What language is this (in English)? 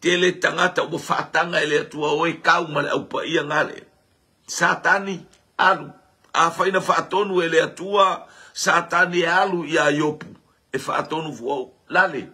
Samoan